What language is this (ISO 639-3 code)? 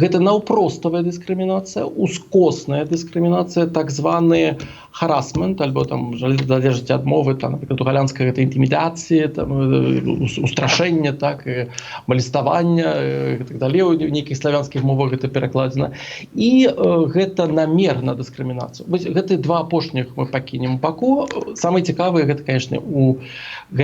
bel